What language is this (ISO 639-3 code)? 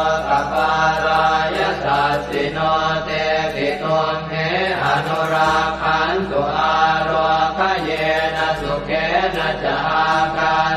pli